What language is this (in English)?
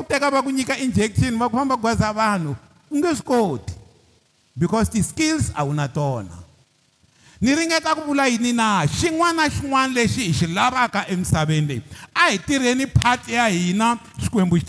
Tsonga